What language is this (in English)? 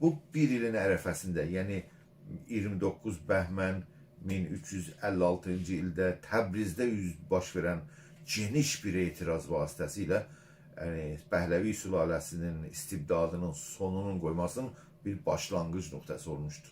South Azerbaijani